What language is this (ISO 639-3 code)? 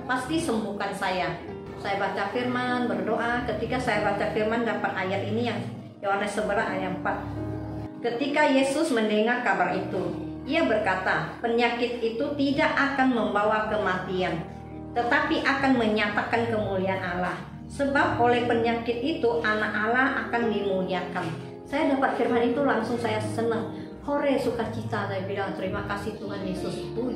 ind